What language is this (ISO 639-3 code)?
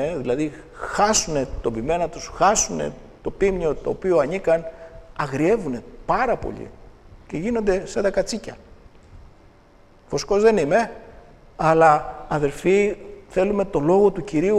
ell